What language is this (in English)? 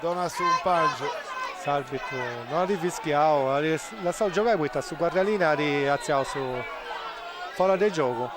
Sardinian